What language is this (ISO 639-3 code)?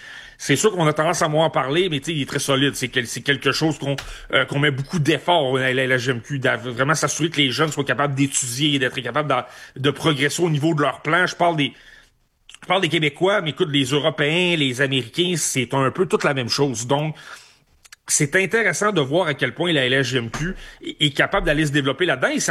fra